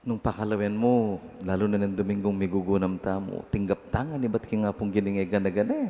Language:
Pampanga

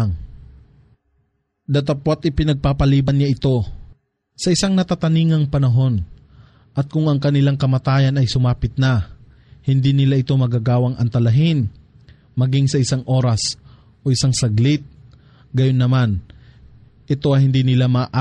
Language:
Filipino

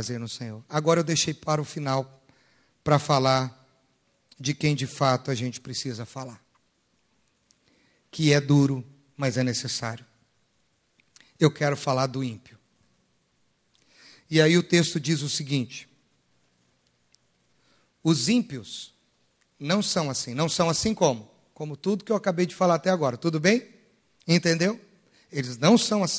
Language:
Portuguese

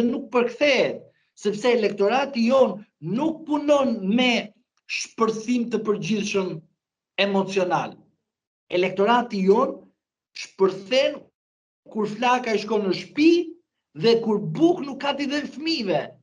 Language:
Albanian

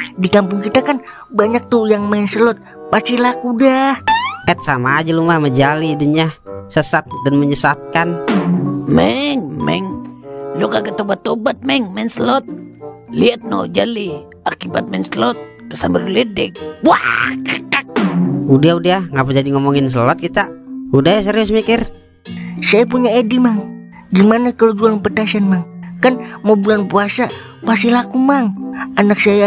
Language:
Betawi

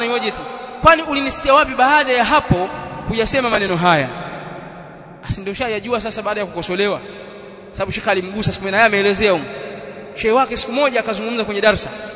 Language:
Swahili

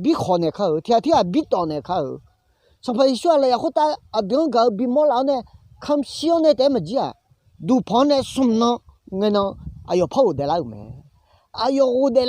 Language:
Akha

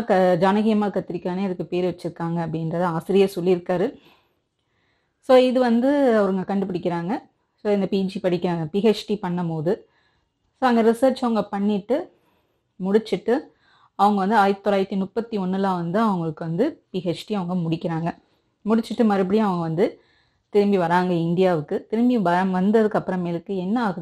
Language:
Tamil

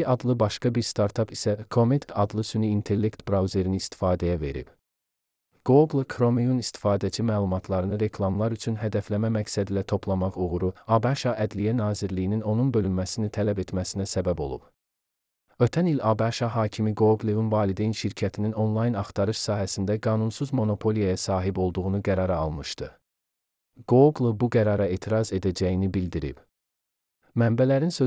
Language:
Azerbaijani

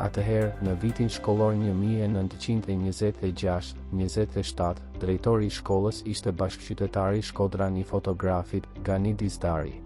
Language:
Albanian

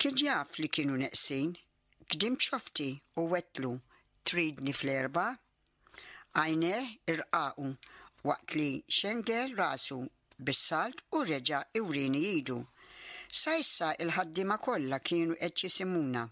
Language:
Maltese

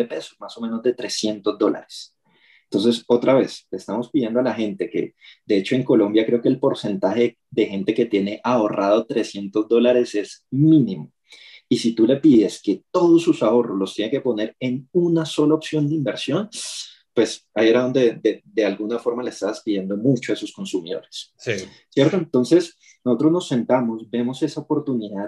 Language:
Spanish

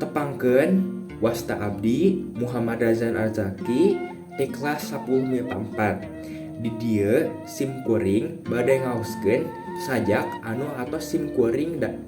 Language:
Sundanese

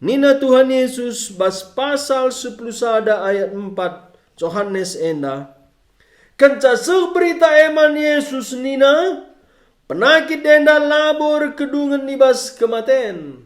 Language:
Batak Karo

